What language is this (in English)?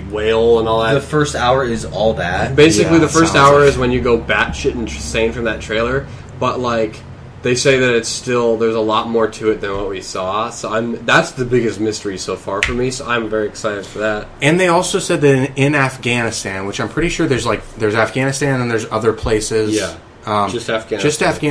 English